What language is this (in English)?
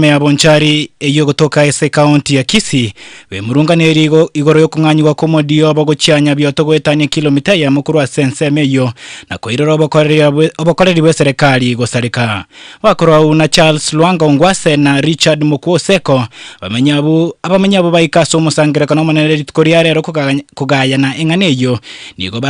Gusii